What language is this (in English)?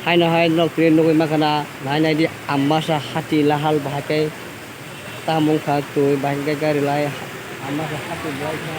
Kok Borok